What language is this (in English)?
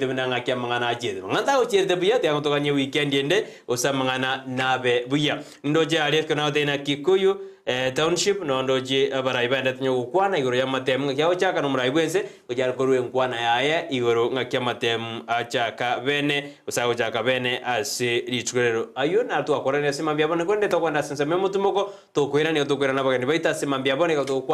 Gusii